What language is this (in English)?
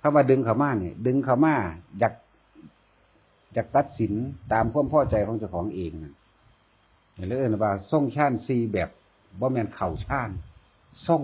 Northeastern Thai